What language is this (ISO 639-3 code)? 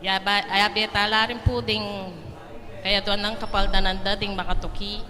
pam